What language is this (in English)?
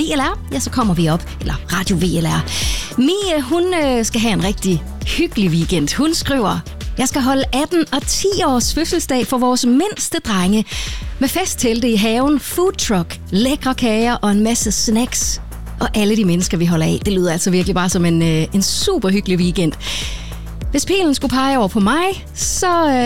Danish